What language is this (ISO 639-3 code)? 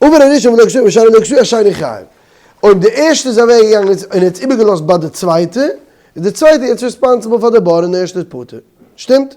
yid